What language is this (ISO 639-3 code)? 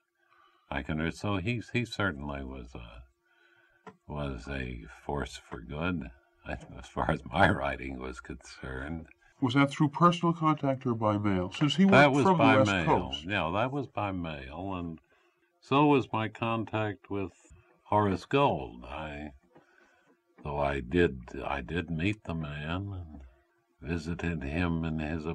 eng